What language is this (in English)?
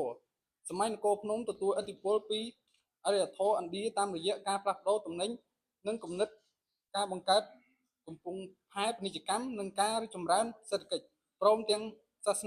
Khmer